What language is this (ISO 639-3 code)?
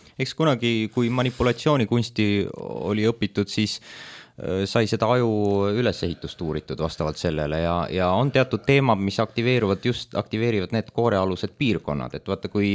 est